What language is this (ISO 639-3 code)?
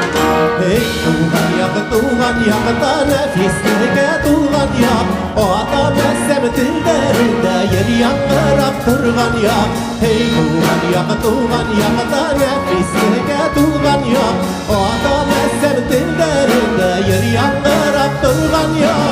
bak